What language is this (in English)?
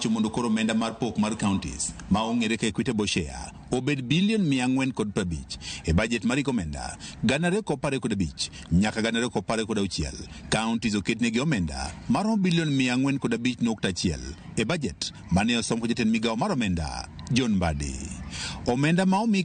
Luo (Kenya and Tanzania)